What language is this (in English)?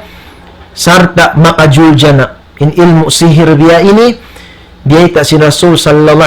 Tausug